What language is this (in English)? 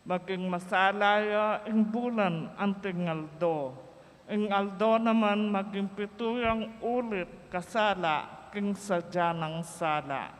Pampanga